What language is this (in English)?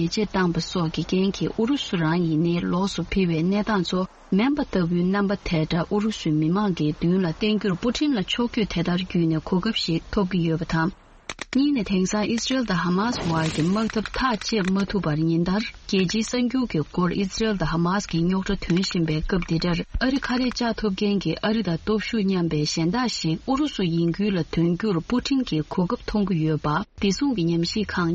Tibetan